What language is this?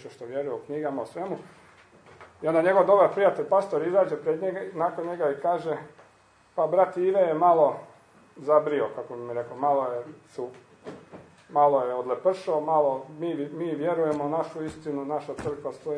Croatian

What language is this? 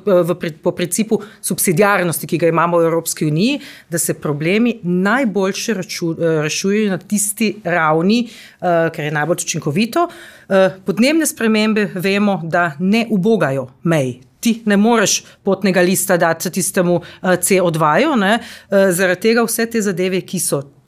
Slovenian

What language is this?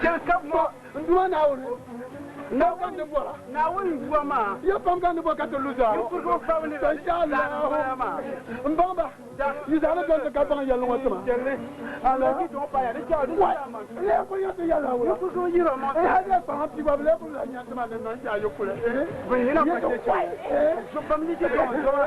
Dagbani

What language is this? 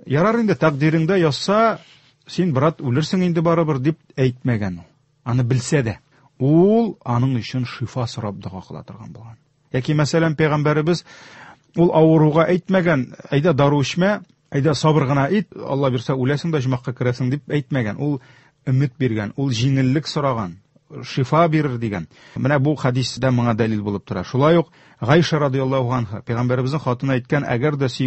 Tatar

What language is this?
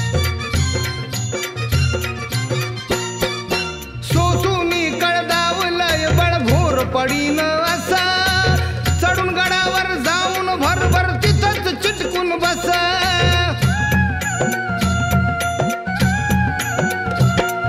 Marathi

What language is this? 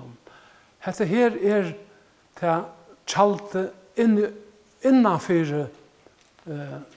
Faroese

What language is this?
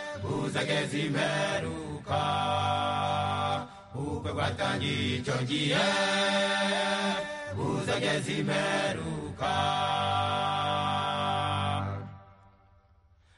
Kinyarwanda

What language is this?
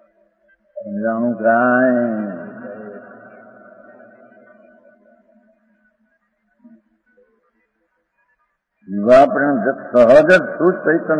Gujarati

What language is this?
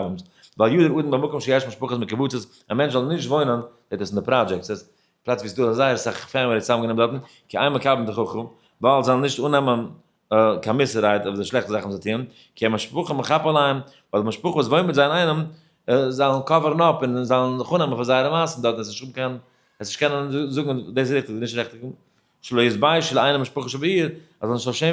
Yiddish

